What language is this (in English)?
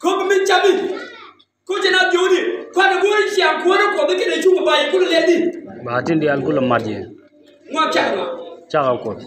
Nuer